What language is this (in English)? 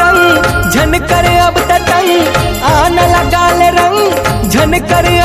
Chhattisgarhi